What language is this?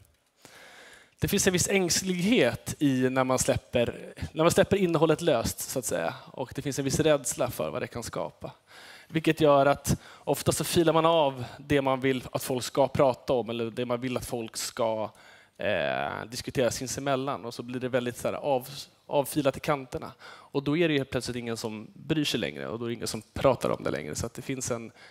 Swedish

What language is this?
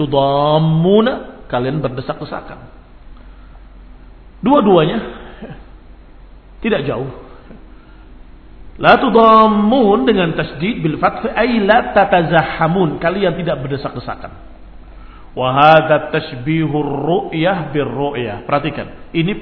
Indonesian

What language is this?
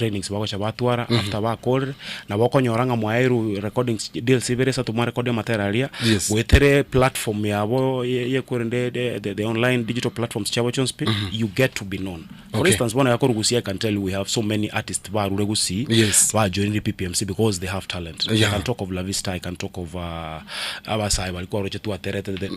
Gusii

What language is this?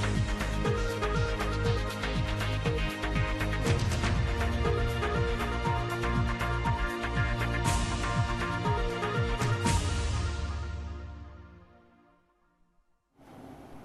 Divehi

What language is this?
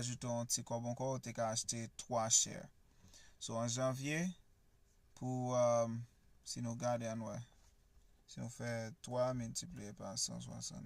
Haitian Creole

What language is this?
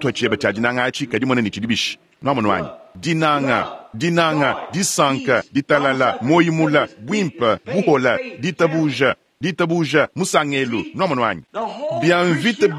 Luba-Lulua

